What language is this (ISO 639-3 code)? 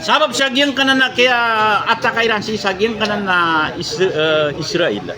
mrw